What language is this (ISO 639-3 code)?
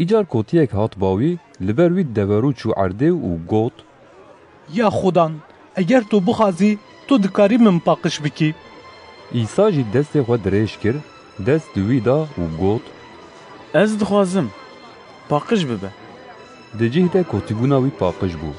kur